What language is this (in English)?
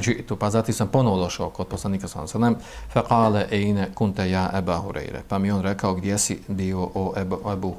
Bosnian